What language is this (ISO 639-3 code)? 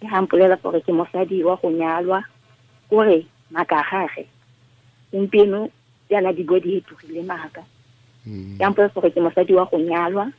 tsn